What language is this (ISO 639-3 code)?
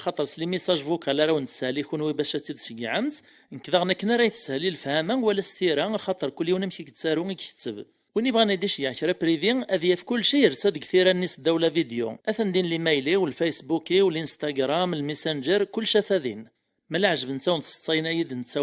kab